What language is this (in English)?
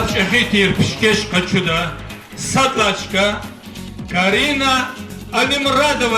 Lezghian